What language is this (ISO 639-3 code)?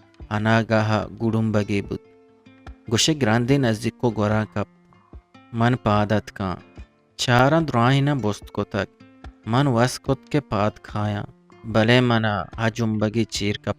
bgp